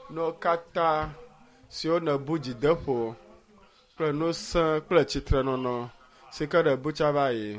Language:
Ewe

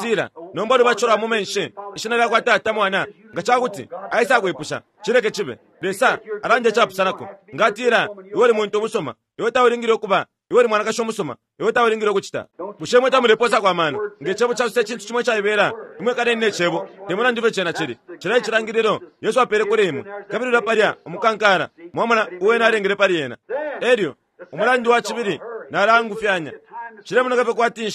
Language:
Bemba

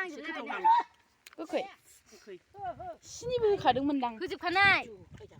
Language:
Bodo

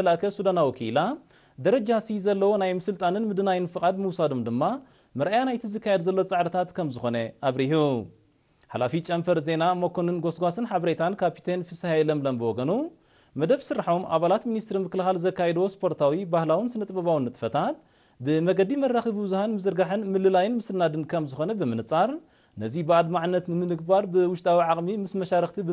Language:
Tigrinya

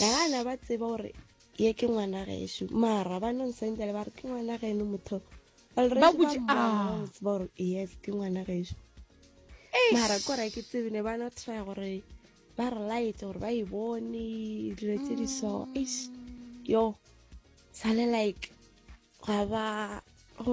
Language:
Northern Sotho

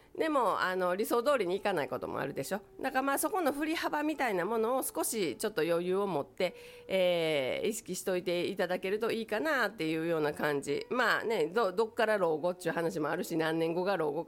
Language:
Japanese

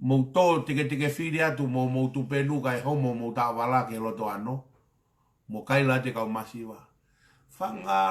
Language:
Tongan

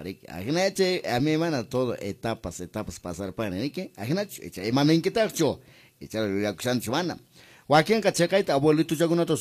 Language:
Quechua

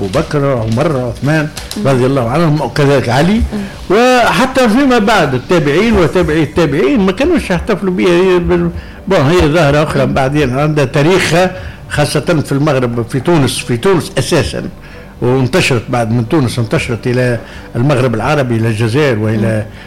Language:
Tunisian Arabic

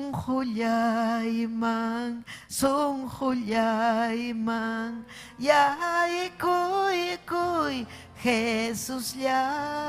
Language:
Ayacucho Quechua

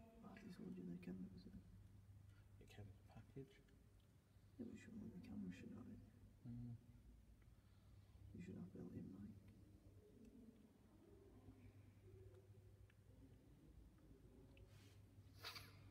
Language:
English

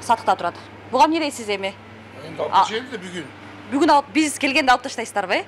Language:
Kyrgyz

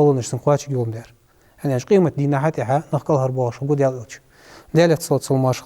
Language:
Ingush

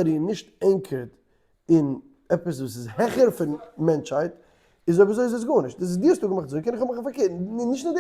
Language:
Yiddish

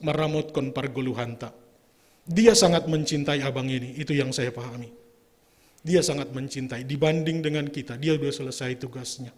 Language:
Batak Simalungun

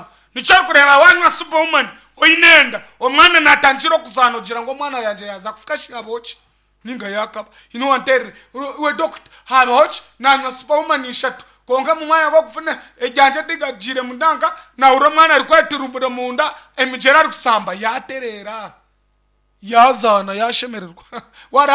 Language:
Nyankole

